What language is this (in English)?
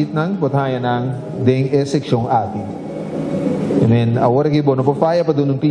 Papiamento